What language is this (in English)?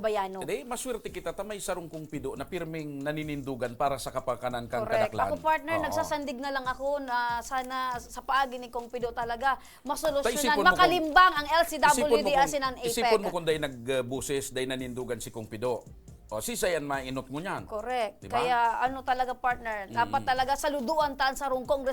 Bikol